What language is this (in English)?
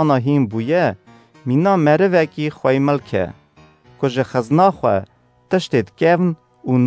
Kurdish